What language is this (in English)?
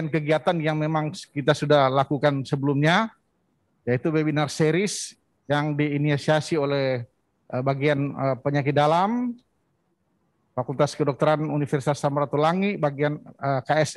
Indonesian